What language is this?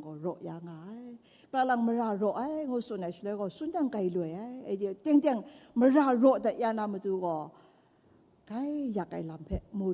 Kachin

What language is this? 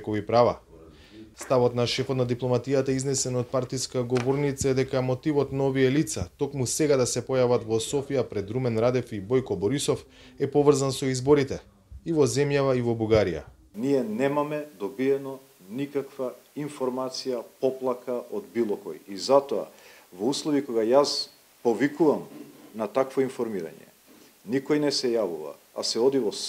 Macedonian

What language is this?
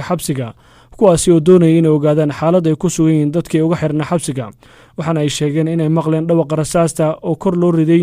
Somali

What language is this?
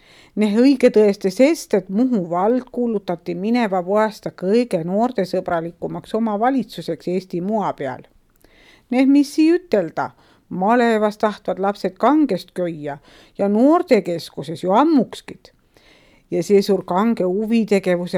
Estonian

